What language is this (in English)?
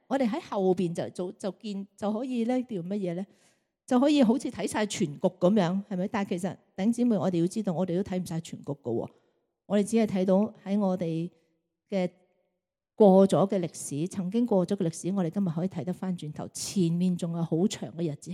Cantonese